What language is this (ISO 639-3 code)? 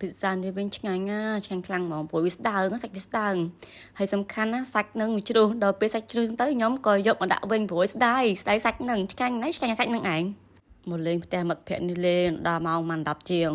khm